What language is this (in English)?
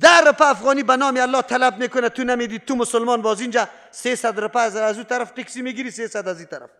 Persian